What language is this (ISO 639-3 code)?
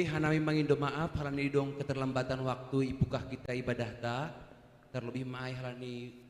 bts